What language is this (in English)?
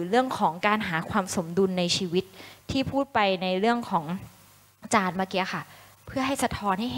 Thai